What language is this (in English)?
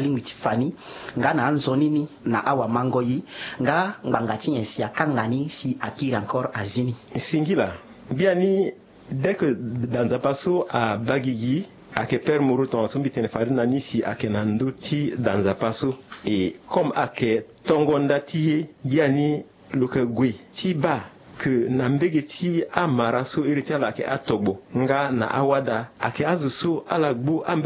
Sango